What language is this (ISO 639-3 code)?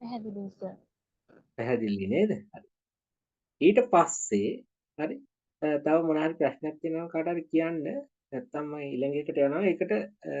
sin